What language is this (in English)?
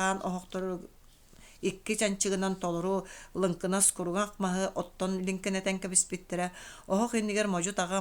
Yakut